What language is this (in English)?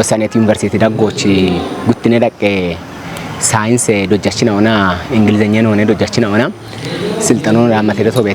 Kafa